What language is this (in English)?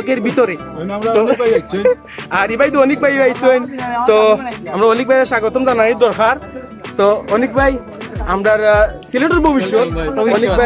Sylheti